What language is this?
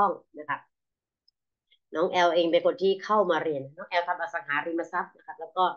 Thai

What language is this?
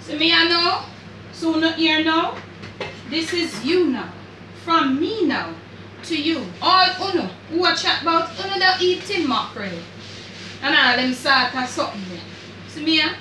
Jamaican Creole English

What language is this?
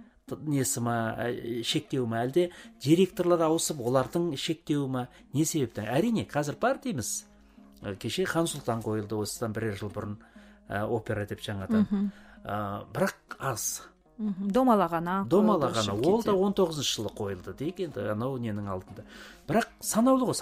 Kazakh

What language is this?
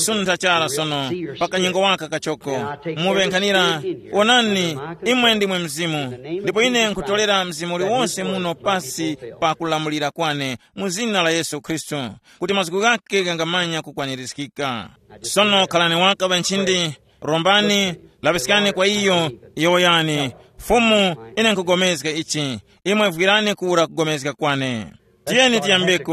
Tumbuka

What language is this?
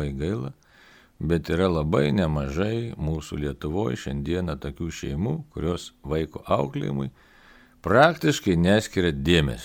Lithuanian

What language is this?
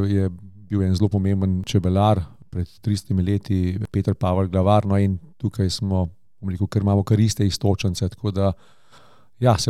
Slovenian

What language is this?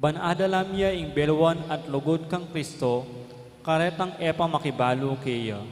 Pampanga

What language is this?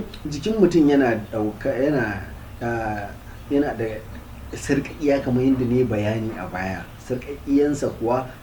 Hausa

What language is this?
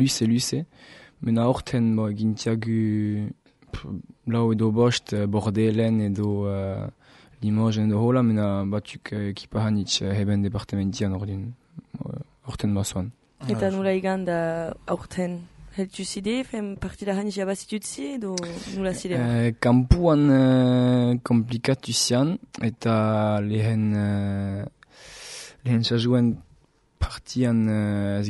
Basque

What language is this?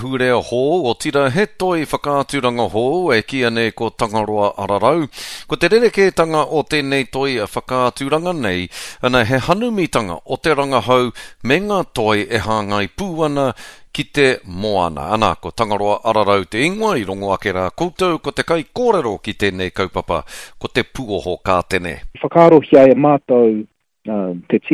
Māori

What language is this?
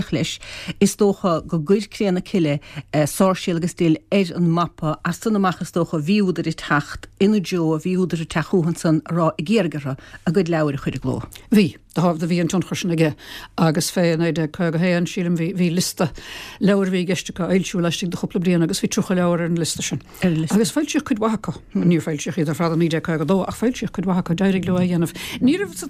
Irish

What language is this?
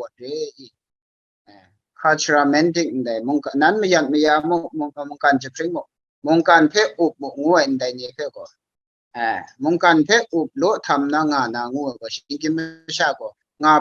Kachin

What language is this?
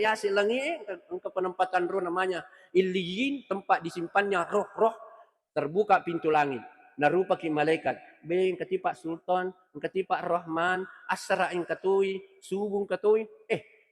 Buginese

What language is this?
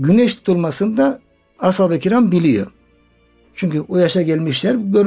Turkish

